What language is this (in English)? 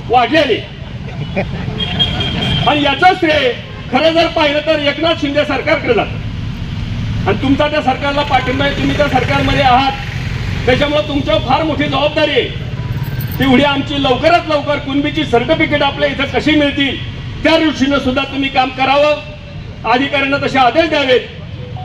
Marathi